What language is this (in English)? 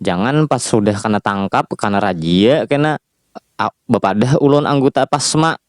Banjar